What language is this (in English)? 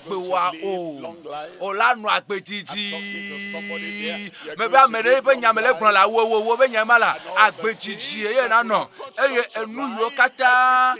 Ewe